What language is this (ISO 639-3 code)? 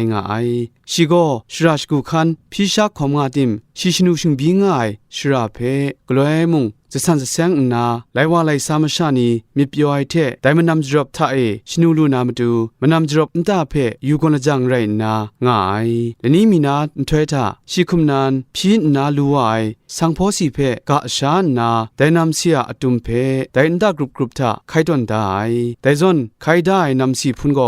kac